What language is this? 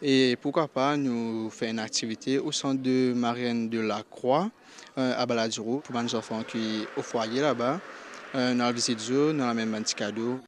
Morisyen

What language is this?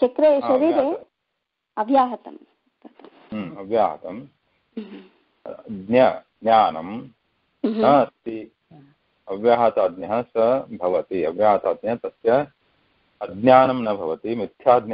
Sanskrit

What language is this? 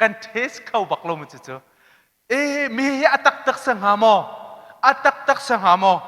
Hakha Chin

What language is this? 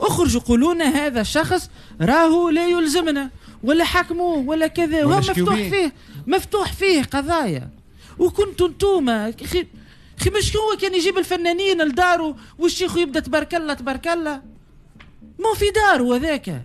Tunisian Arabic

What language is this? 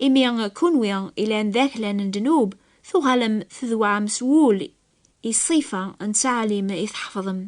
Kabyle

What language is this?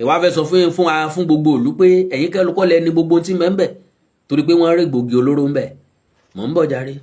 Yoruba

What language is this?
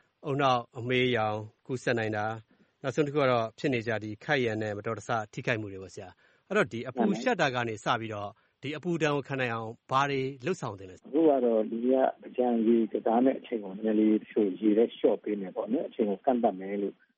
Burmese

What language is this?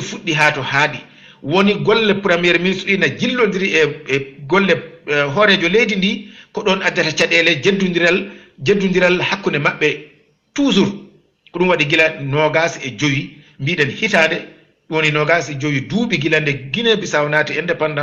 Fula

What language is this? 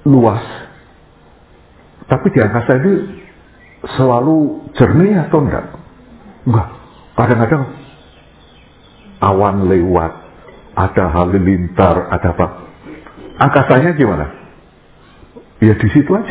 Indonesian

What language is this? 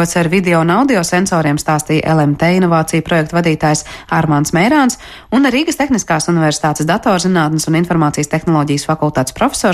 Latvian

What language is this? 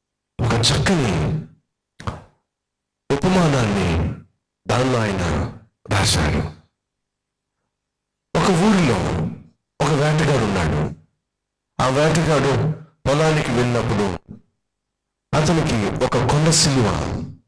Telugu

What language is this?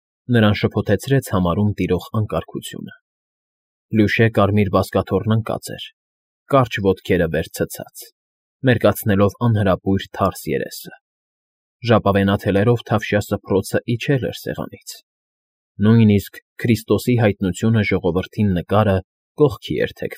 Armenian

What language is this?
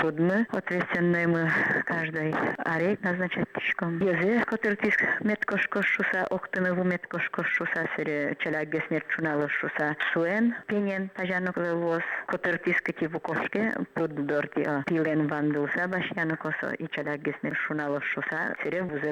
Udmurt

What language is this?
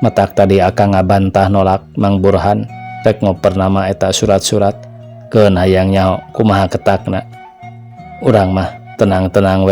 Sundanese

